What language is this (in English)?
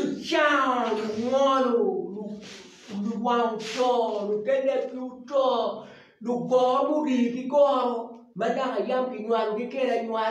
Acoli